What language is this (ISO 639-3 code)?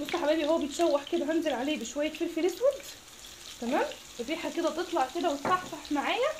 arz